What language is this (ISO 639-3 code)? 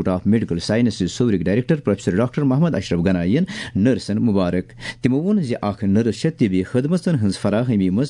kas